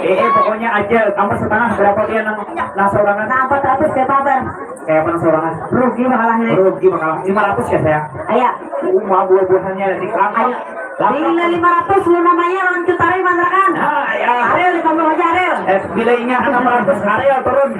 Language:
Banjar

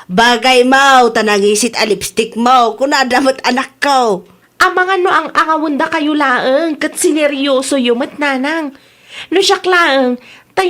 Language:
Iloko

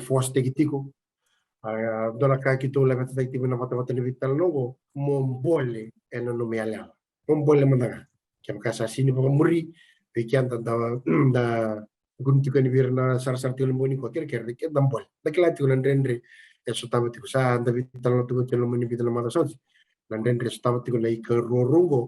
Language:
Fijian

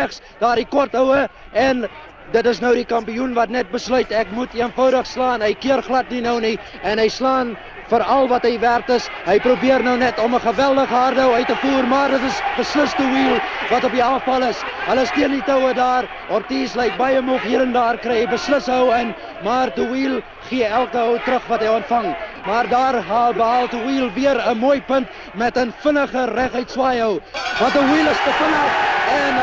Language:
Afrikaans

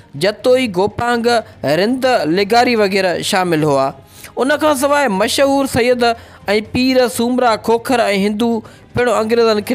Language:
Sindhi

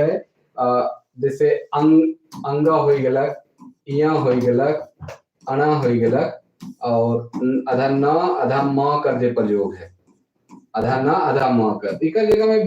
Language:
Sadri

